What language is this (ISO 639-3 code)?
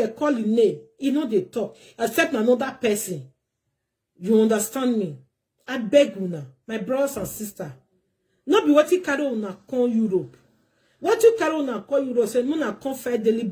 pcm